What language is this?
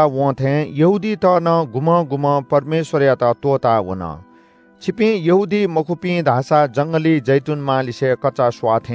Newari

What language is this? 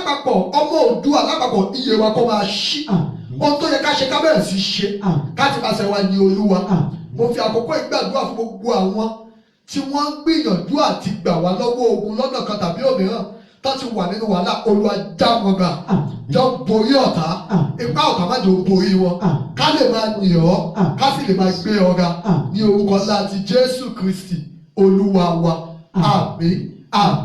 Yoruba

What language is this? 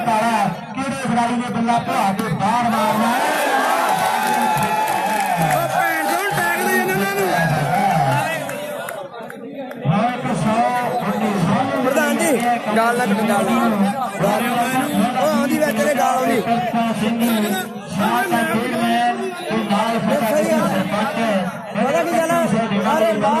Punjabi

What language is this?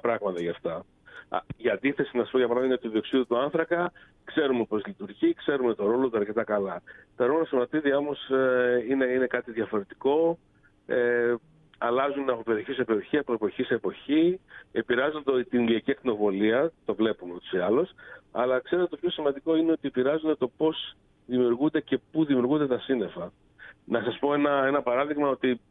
Greek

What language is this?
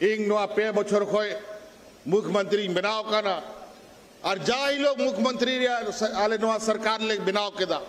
Santali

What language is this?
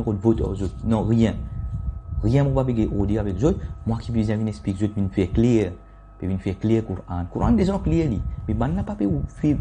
Morisyen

